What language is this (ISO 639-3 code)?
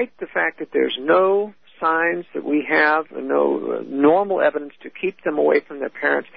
eng